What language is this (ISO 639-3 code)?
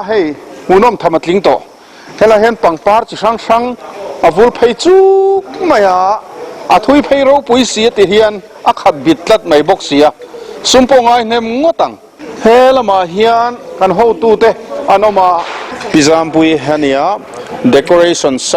lus